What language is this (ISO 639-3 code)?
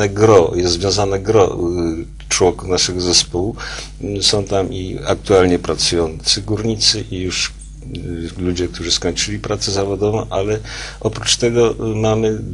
pol